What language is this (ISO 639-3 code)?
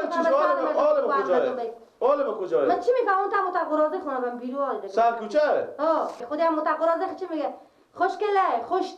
fas